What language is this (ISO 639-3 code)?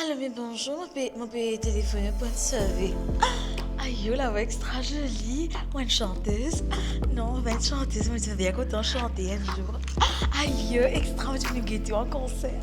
mfe